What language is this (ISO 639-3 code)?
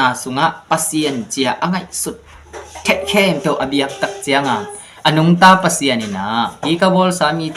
ctd